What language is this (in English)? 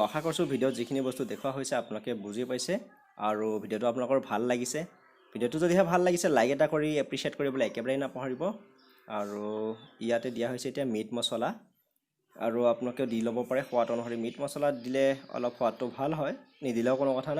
Assamese